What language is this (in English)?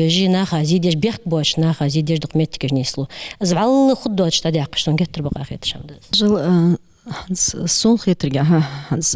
Ingush